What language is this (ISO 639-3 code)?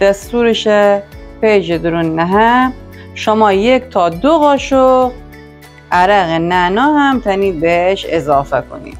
glk